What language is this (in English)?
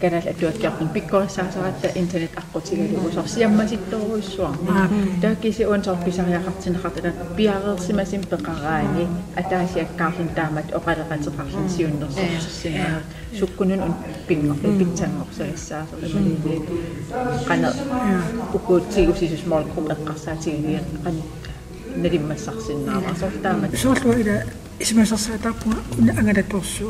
Kalaallisut